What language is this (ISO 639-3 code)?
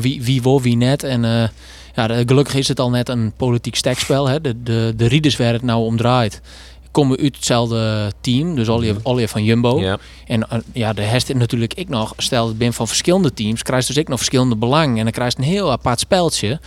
fry